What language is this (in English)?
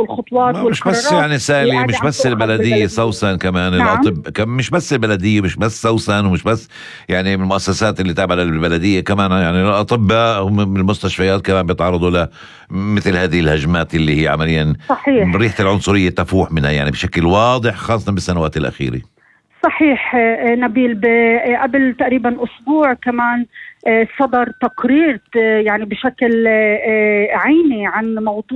North Levantine Arabic